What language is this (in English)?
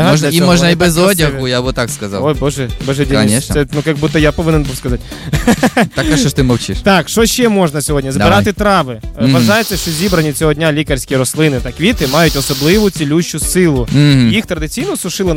Ukrainian